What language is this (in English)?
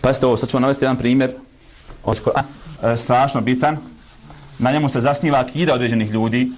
Bosnian